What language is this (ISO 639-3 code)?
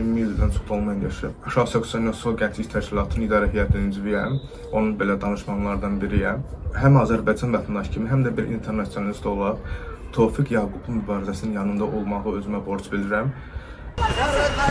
aze